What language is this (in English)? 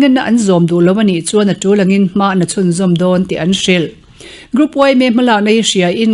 Mizo